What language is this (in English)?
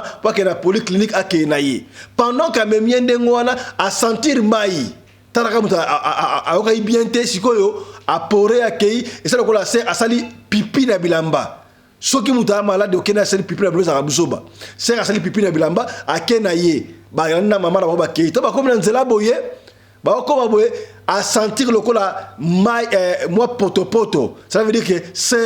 Lingala